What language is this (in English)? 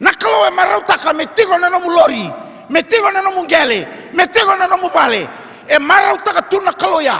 Fijian